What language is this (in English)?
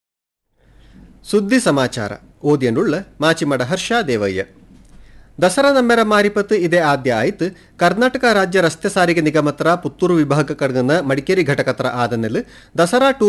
Kannada